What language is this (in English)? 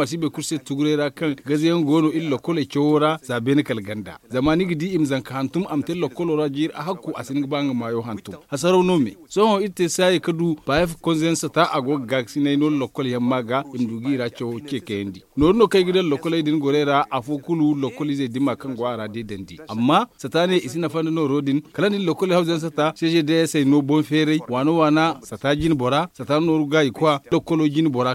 Zarma